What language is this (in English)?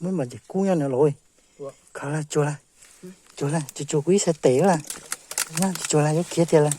Hmong